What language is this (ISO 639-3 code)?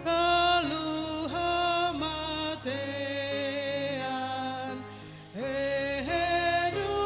bbc